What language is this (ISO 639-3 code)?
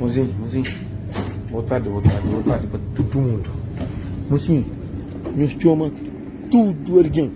kea